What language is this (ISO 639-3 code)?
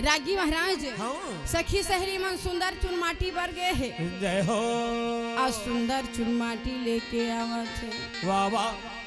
hne